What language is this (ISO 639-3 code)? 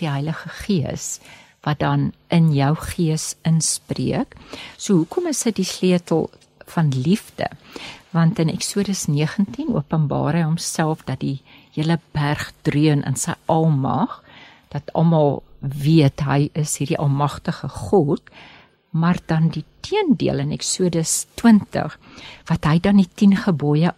afr